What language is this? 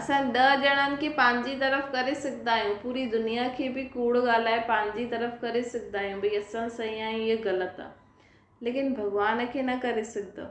Sindhi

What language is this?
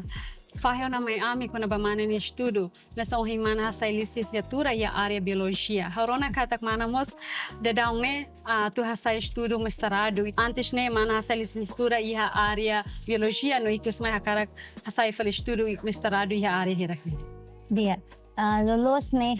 Tetum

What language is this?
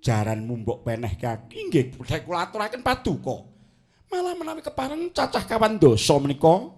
Javanese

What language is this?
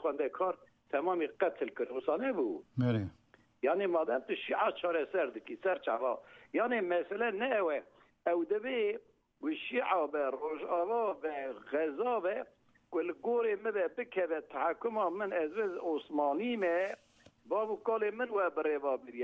Kurdish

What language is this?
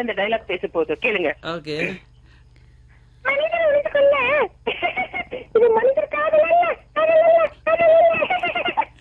Tamil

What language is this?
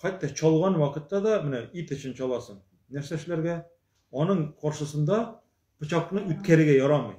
Tatar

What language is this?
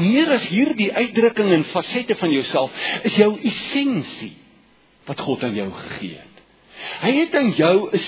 Afrikaans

